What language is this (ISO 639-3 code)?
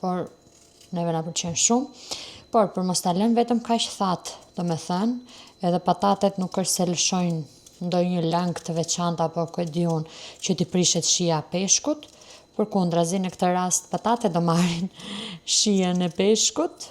sqi